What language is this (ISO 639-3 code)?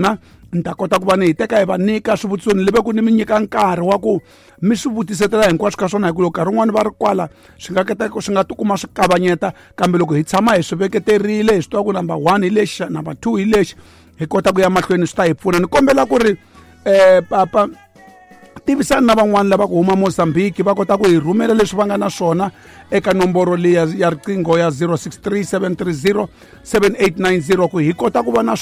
tso